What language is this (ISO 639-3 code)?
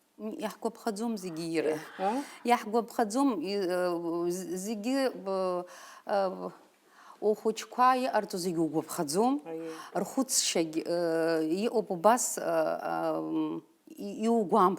abk